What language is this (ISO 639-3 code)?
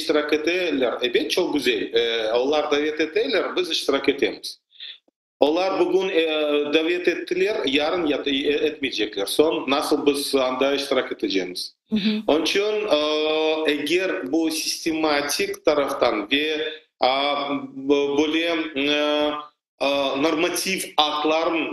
crh